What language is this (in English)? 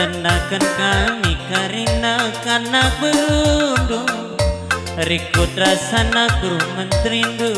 Batak Karo